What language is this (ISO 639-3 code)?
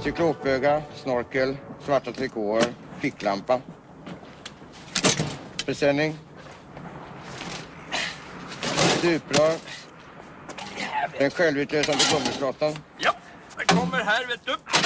swe